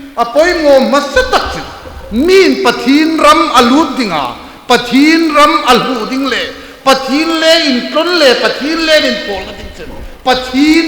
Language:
Hmar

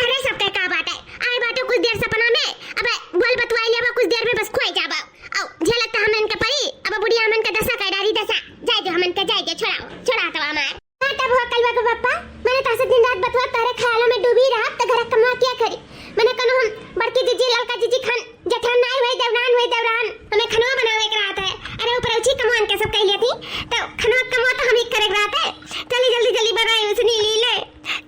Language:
Awadhi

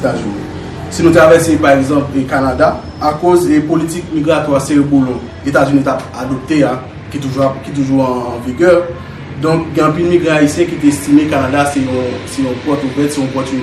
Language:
Haitian Creole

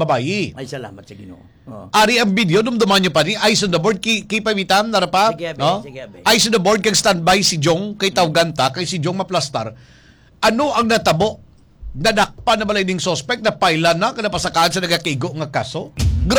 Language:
Hiligaynon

